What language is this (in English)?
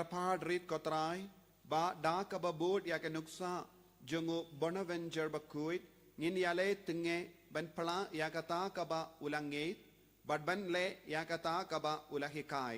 Khasi